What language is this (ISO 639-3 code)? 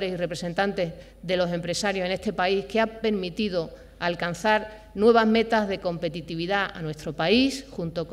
spa